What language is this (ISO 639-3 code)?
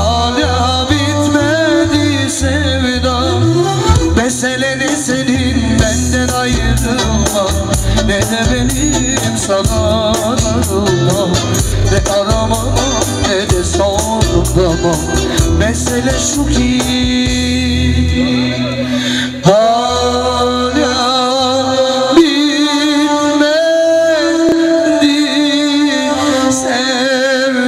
tur